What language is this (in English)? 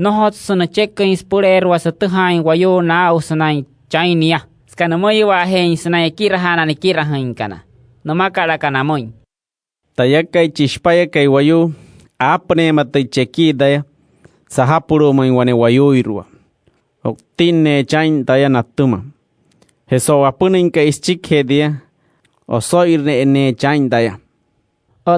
Wayuu